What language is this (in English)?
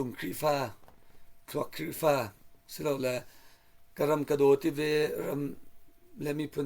Hakha Chin